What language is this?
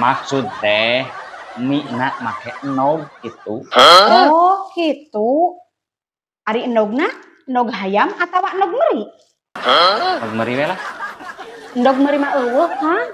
Sundanese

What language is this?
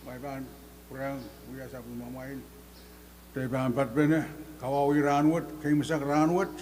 Pohnpeian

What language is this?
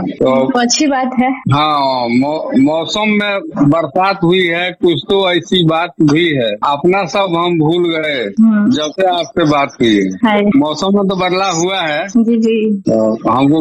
Hindi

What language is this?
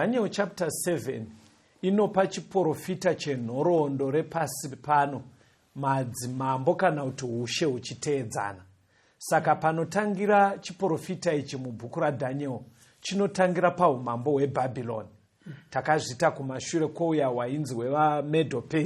Shona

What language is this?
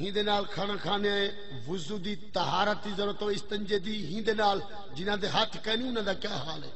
Saraiki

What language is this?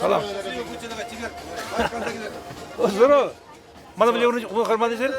Chuvash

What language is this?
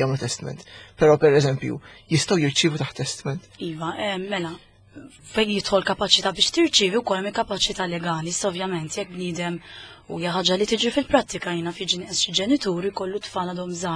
Maltese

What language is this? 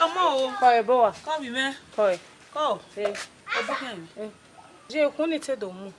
Bini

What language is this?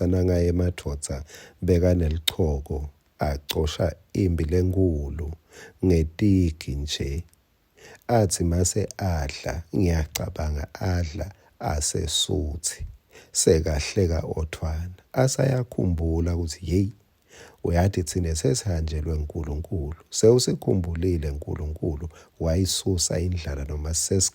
Swati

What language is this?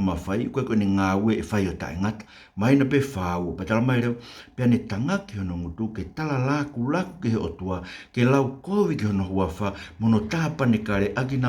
Tongan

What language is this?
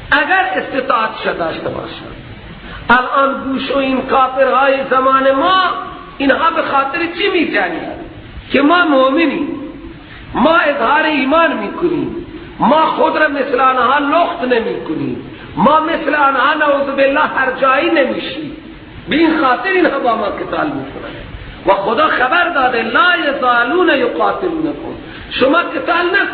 Persian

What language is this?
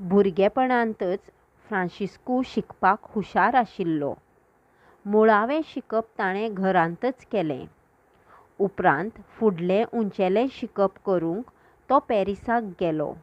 Konkani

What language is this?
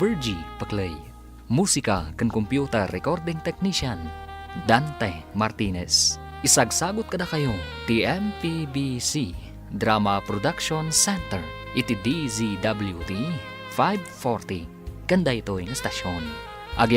Iloko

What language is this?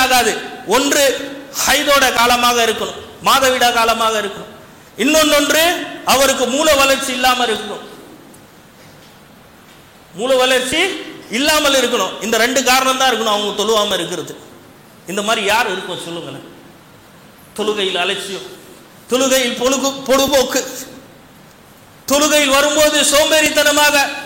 Tamil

